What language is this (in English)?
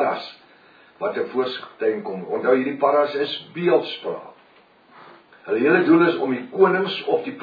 Afrikaans